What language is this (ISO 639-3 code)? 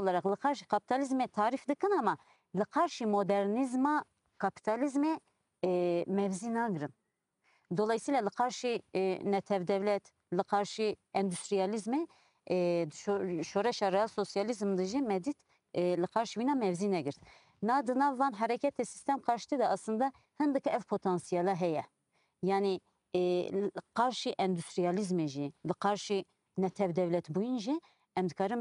kur